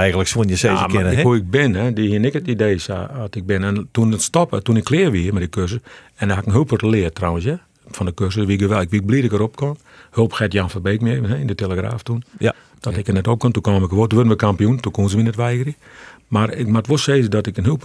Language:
Western Frisian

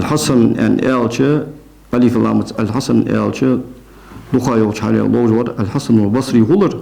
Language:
Ingush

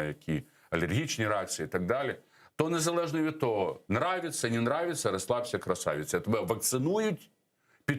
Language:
Crimean Tatar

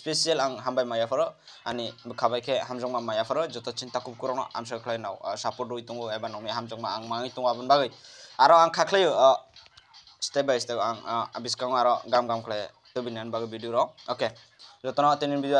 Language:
Kok Borok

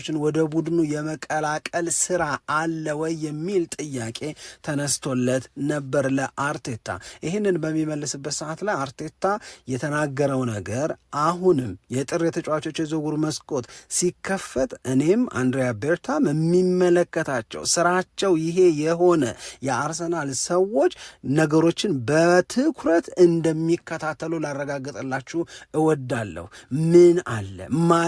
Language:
Amharic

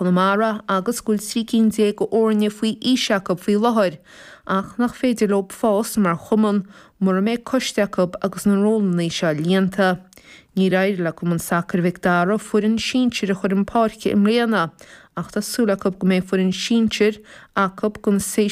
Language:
Irish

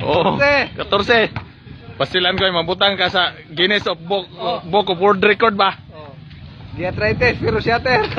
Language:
Cebuano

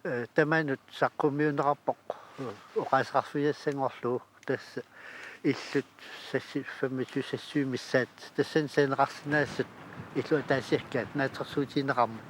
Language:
Kalaallisut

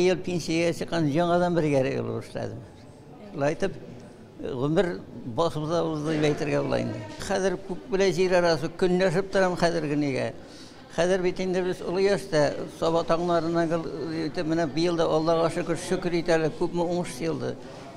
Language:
Tatar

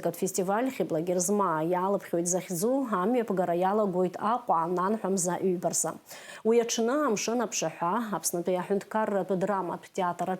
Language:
Abkhazian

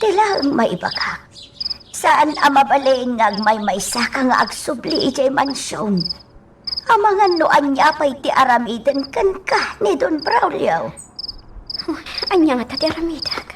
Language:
Iloko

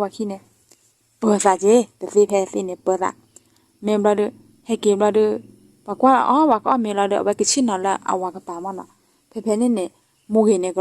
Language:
S'gaw Karen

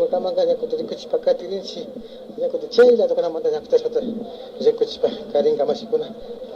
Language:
Imbabura Highland Quichua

